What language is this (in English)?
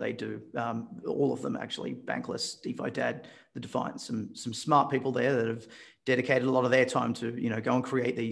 English